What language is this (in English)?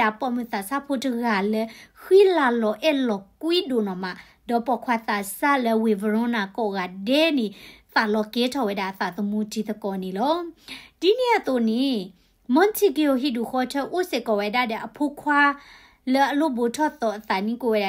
S'gaw Karen